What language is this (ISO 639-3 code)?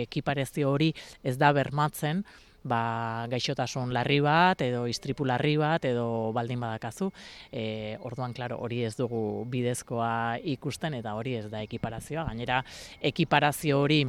eus